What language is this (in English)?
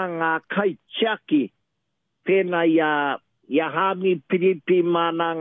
Māori